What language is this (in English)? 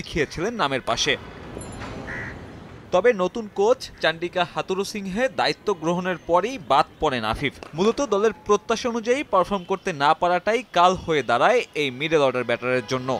Bangla